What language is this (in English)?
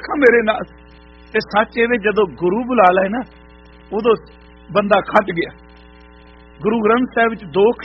Punjabi